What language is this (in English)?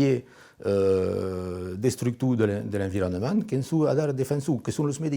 Occitan